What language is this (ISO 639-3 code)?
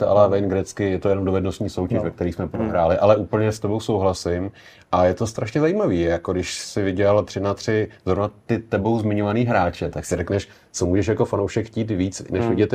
ces